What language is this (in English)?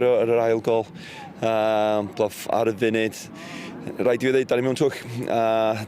Welsh